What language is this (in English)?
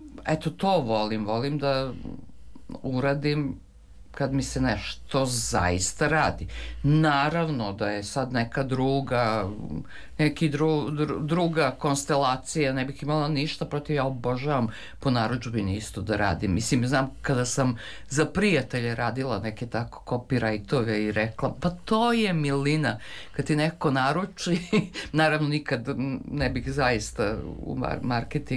Serbian